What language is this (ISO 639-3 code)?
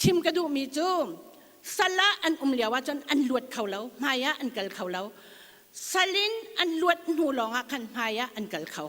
cnh